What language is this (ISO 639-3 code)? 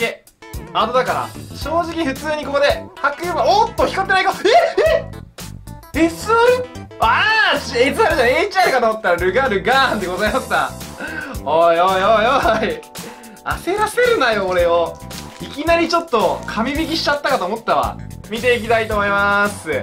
jpn